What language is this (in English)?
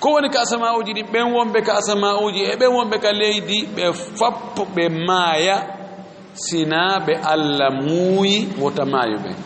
Fula